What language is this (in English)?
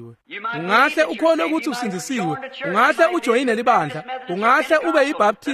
Swati